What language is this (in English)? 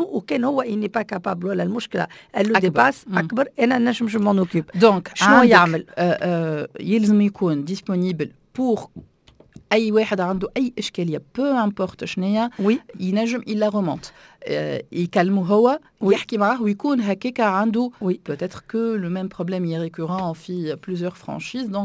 Tunisian Arabic